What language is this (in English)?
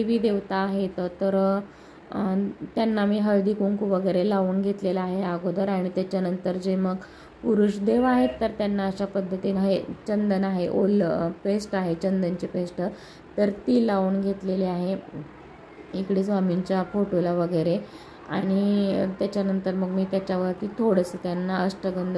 Marathi